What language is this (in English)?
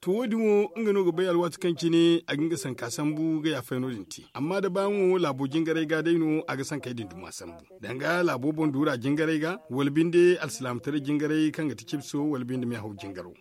Zarma